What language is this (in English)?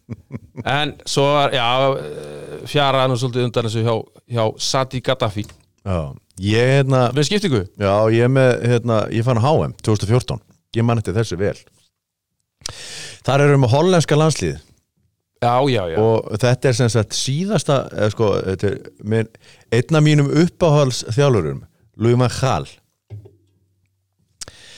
Icelandic